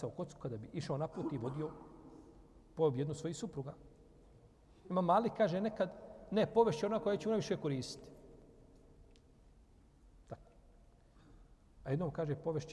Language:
Bosnian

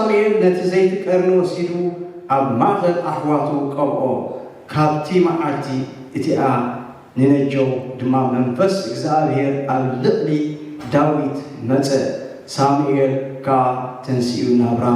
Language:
Tigrinya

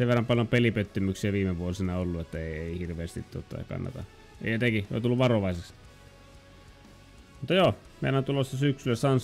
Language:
Finnish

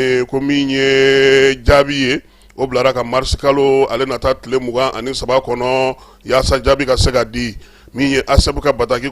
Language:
Bambara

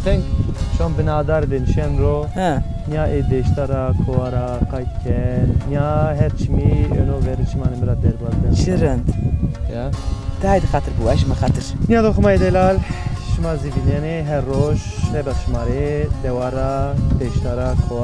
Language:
Zaza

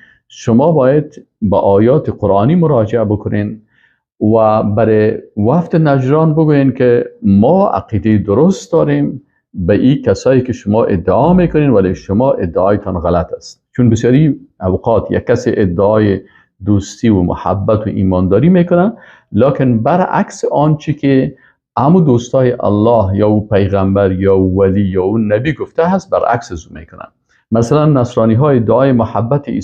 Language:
Persian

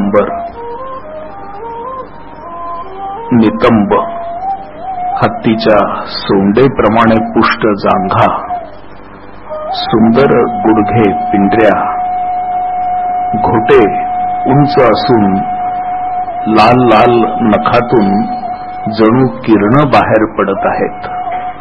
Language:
Marathi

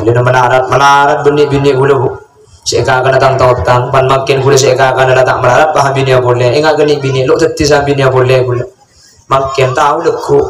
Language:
Madurese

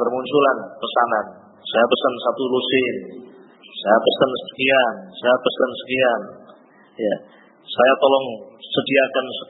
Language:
Indonesian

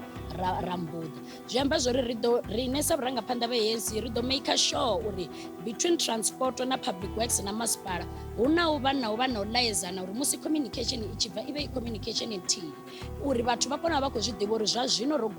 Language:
Venda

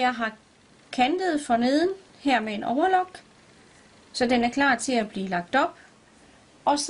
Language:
Danish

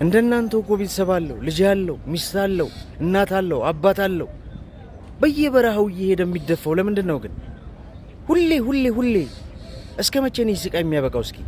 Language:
Amharic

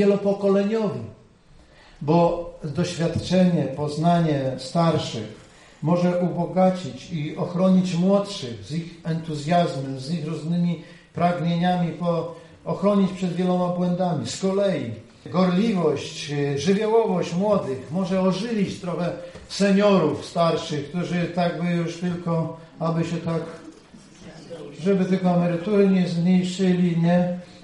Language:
Polish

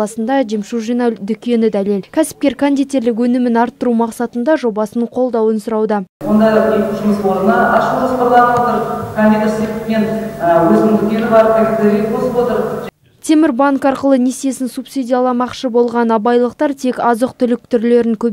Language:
Kazakh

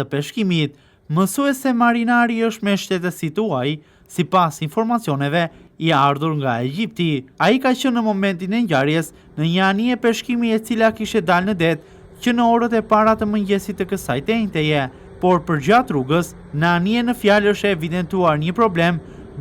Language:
Albanian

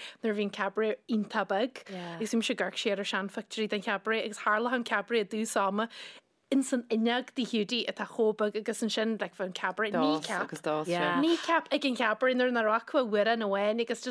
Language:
Irish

